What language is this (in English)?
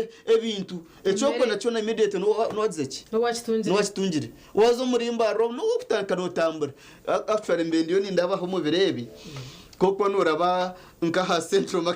Nyankole